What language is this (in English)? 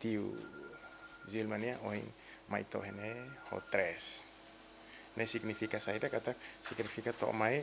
Tetum